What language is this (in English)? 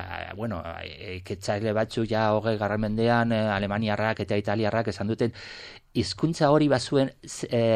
Basque